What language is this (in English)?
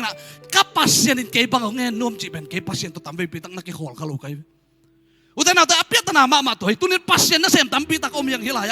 Tedim Chin